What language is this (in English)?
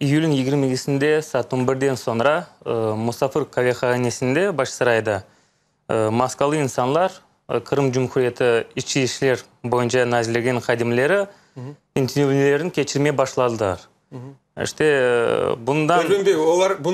Crimean Tatar